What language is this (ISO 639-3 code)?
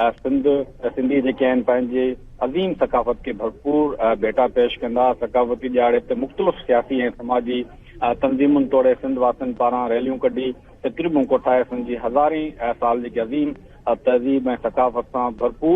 snd